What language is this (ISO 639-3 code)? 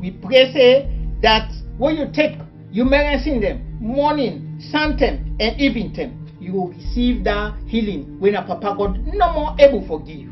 kri